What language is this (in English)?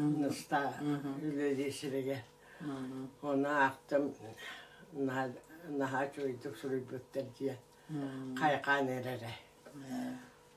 Yakut